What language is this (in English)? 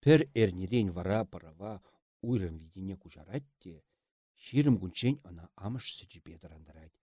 Chuvash